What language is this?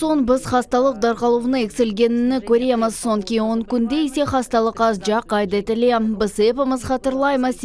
Crimean Tatar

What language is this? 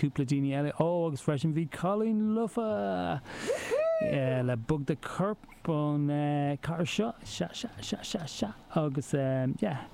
Irish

